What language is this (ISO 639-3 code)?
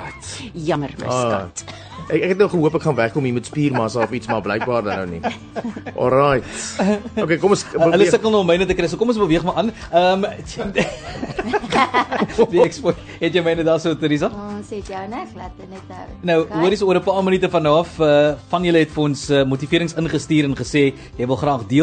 afr